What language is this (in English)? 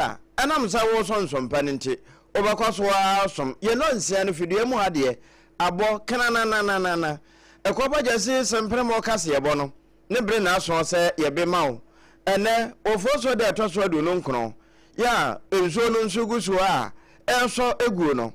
Akan